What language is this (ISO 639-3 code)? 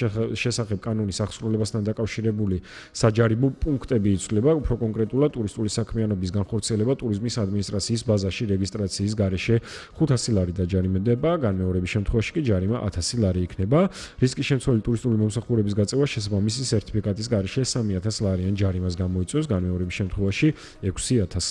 kat